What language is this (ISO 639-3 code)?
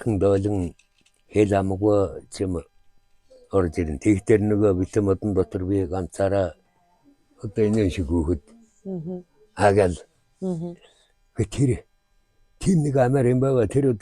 mon